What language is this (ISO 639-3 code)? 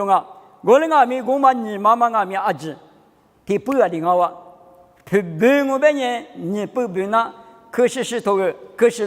lis